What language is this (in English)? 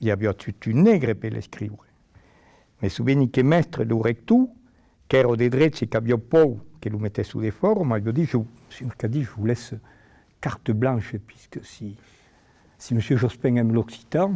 Occitan